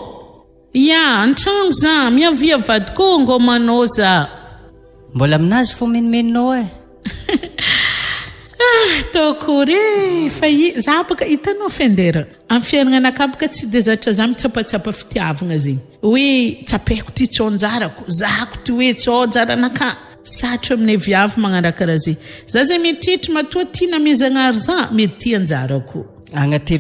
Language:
Malagasy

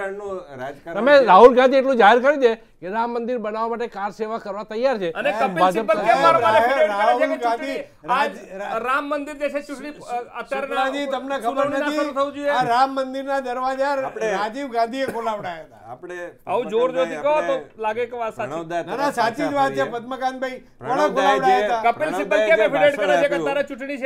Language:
Gujarati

